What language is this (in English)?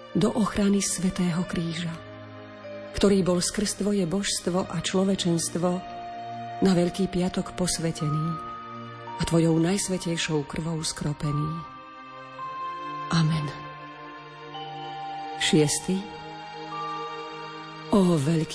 Slovak